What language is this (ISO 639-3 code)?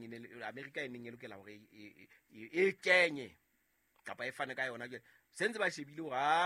sot